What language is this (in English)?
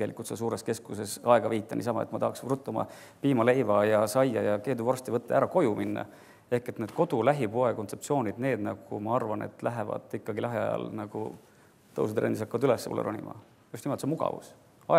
Estonian